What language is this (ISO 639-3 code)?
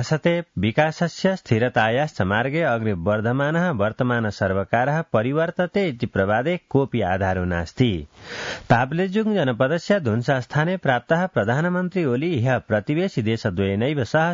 san